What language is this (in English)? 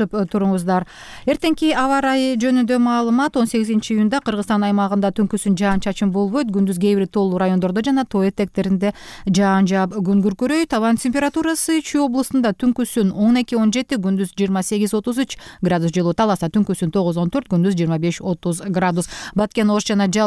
Kyrgyz